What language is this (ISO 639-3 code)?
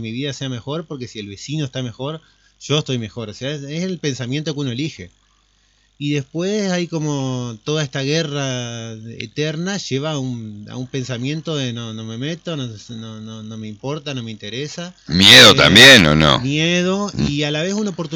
spa